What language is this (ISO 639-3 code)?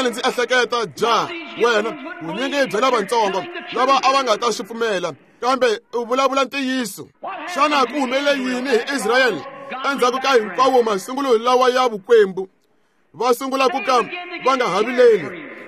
tso